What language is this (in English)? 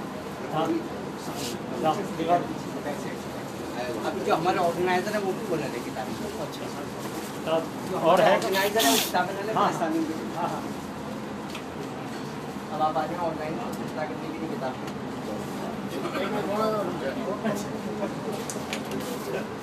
Urdu